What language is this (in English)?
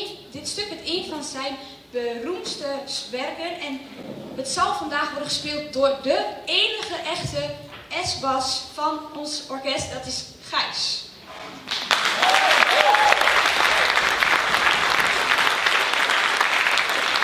Dutch